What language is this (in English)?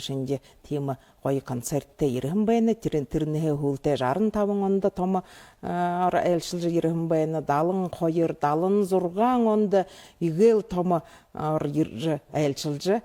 Buriat